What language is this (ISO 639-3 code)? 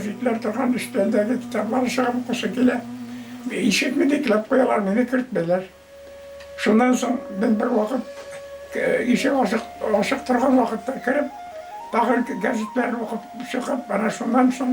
bak